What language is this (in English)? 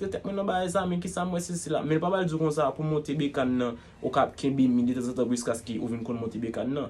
Haitian Creole